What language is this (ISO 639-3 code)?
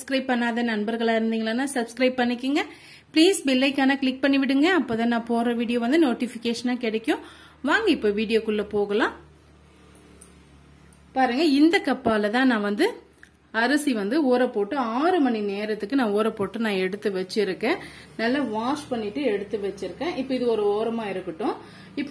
tam